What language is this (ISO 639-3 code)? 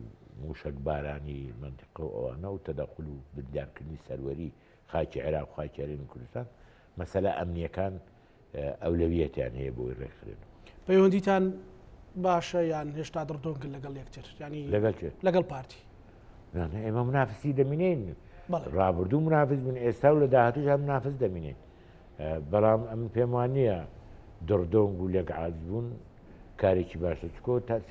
ckb